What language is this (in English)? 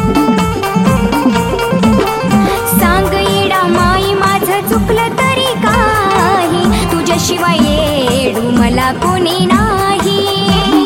Marathi